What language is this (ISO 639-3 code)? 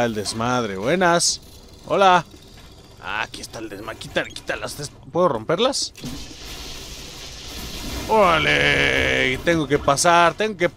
spa